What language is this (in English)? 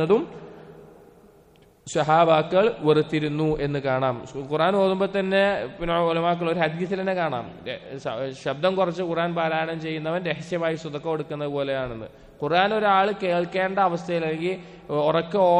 Malayalam